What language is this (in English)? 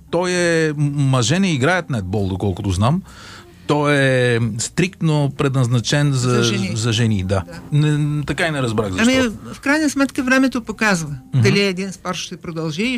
Bulgarian